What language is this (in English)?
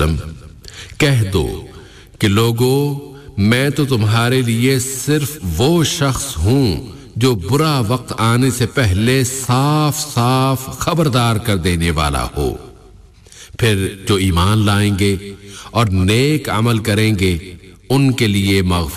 Urdu